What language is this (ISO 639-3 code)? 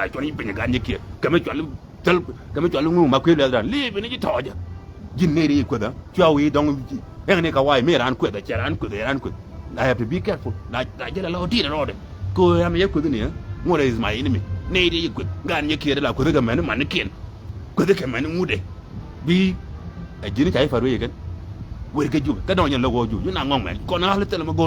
nus